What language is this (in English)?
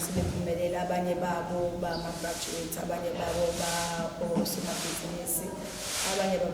Zulu